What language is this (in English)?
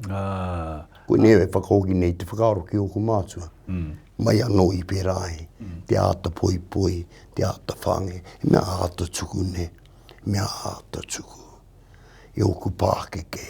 Māori